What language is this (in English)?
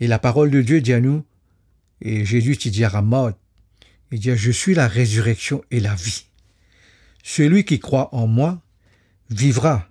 Morisyen